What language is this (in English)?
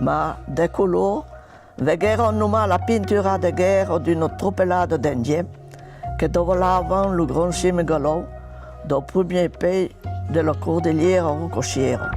Occitan